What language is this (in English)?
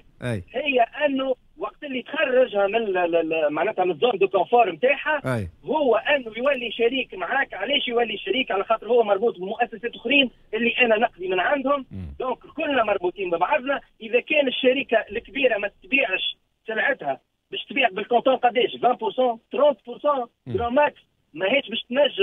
Tunisian Arabic